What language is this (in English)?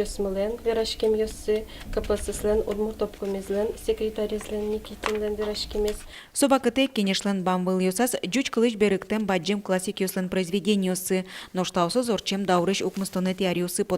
Udmurt